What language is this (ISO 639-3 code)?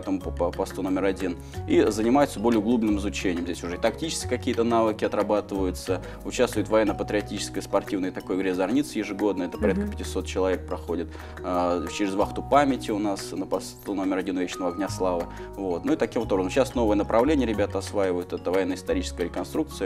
rus